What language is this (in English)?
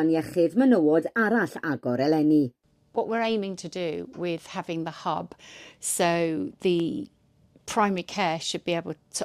Welsh